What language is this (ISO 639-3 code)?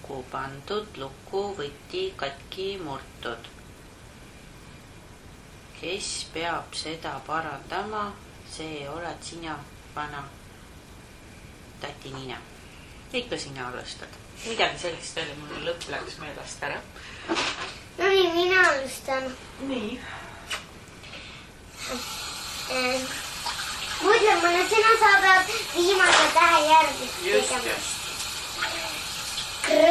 est